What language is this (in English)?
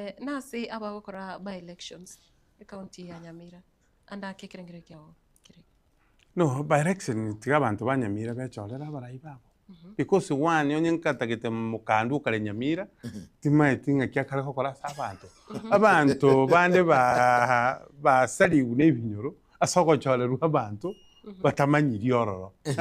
Gusii